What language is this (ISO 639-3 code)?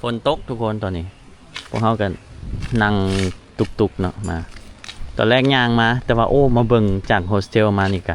lao